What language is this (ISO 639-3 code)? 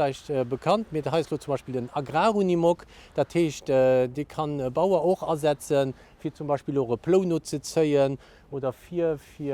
ltz